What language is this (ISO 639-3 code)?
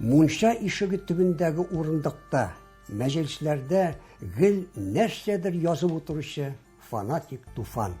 tat